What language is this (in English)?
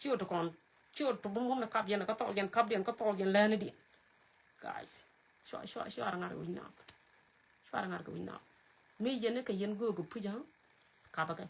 Nuer